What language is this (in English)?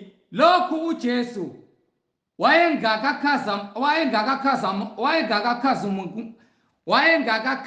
Zulu